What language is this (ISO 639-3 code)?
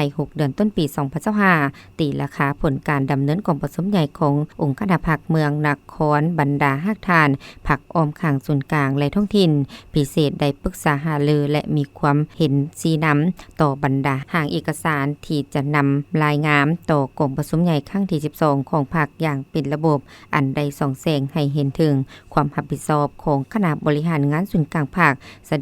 lao